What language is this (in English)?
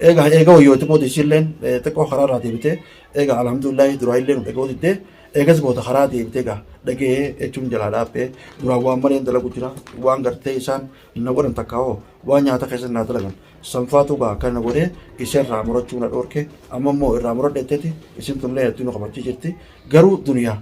Oromo